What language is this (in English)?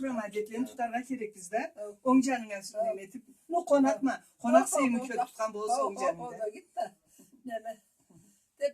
Karachay-Balkar